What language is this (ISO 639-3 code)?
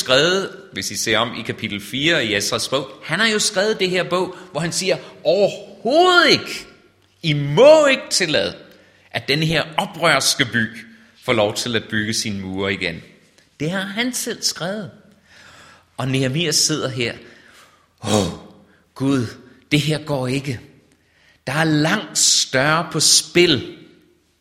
dan